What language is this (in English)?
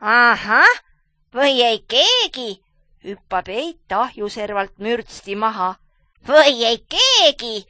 Estonian